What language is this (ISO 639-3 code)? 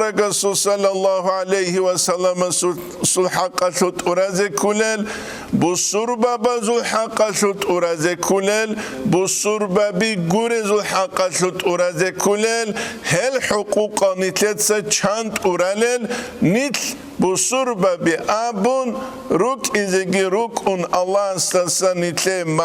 ava